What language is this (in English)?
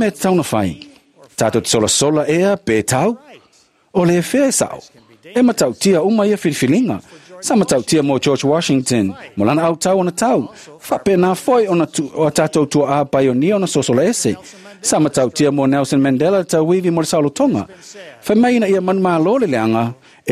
Samoan